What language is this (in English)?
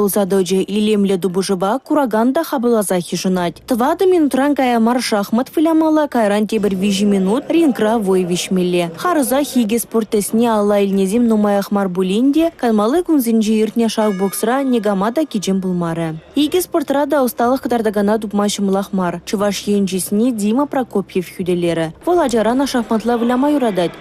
Chuvash